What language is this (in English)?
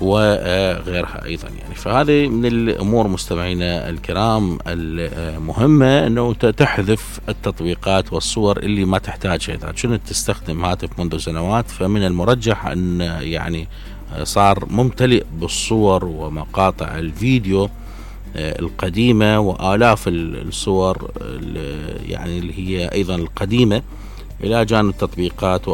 Mesopotamian Arabic